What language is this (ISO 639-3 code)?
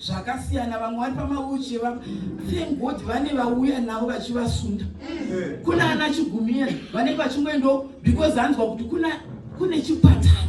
sna